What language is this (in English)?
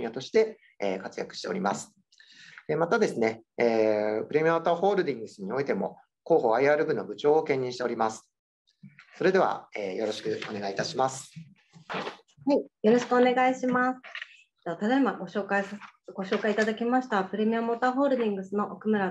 Japanese